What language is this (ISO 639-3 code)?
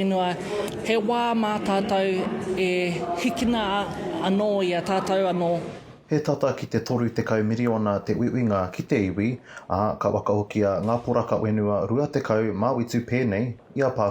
mri